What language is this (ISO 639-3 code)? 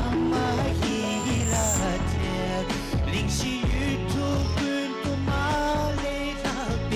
bod